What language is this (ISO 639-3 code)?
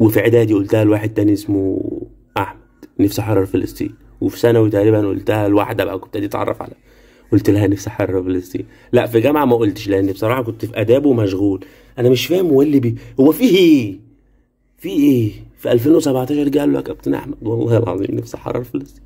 arz